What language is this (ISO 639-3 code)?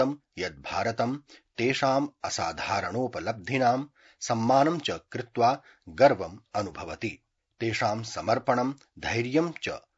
san